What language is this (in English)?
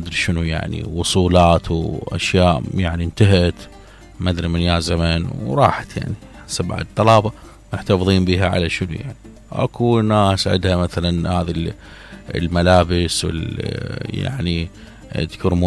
Mesopotamian Arabic